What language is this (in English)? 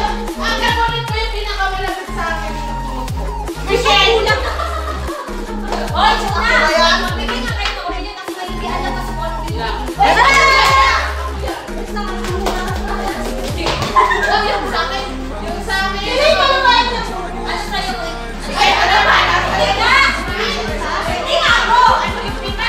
Filipino